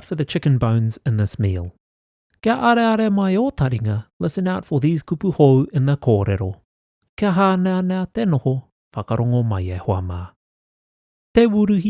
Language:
Māori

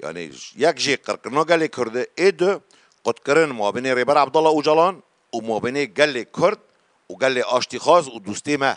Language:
Kurdish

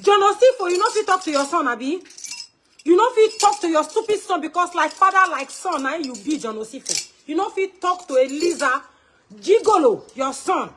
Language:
Nigerian Pidgin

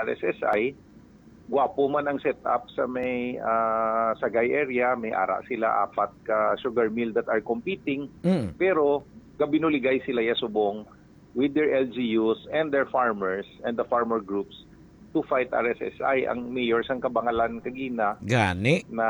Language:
Hiligaynon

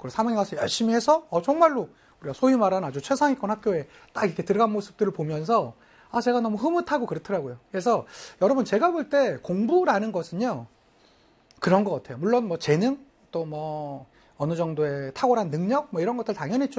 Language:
Korean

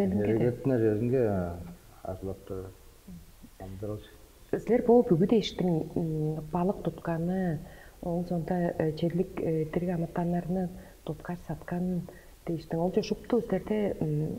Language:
Tuvinian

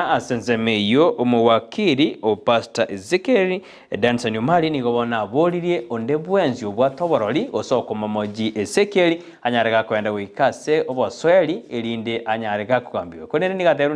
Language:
Gusii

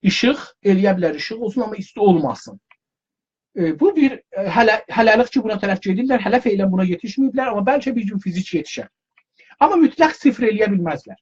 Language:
South Azerbaijani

